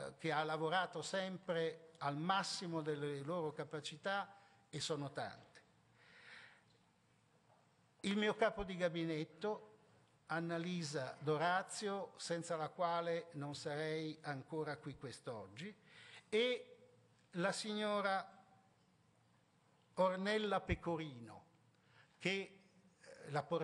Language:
Italian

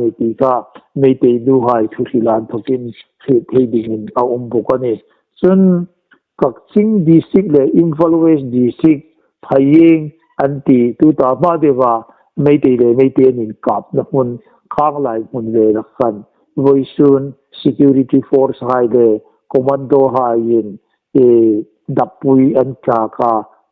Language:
Hmar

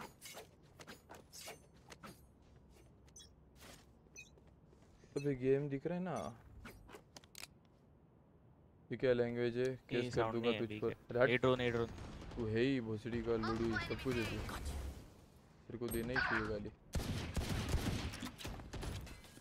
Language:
Hindi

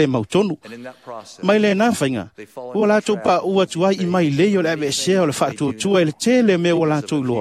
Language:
Samoan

